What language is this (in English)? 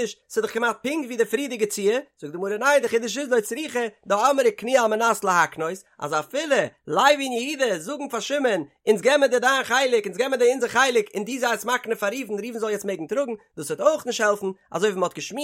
Yiddish